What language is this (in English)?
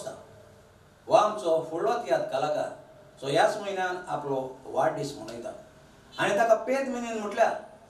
Konkani